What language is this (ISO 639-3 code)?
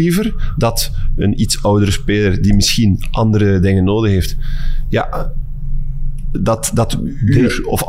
nld